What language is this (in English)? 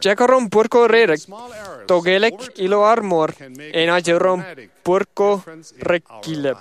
Marshallese